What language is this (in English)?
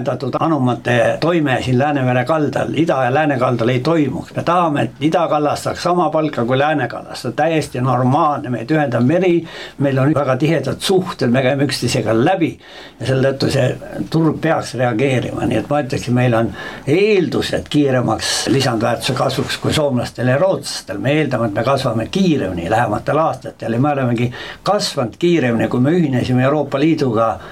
Estonian